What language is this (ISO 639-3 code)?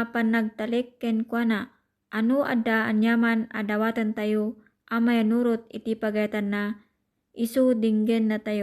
ilo